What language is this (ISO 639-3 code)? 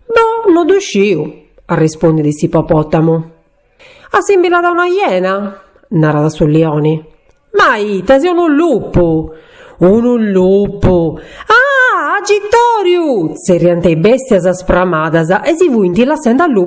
srd